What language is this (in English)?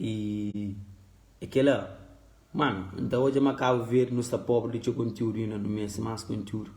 Kabuverdianu